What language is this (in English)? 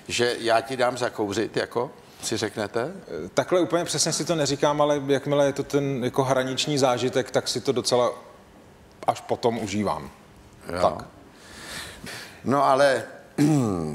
Czech